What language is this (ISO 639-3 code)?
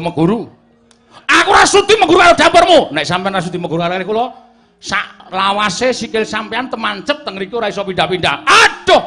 jav